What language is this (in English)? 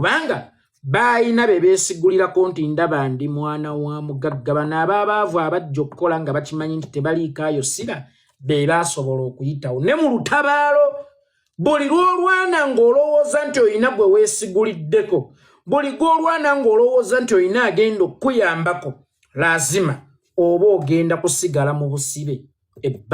Ganda